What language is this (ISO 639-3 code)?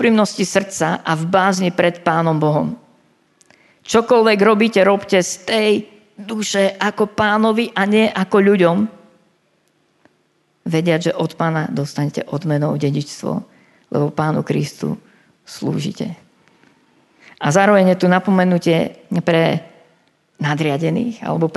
slk